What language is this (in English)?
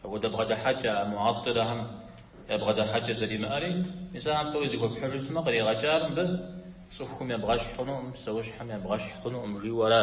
Kabardian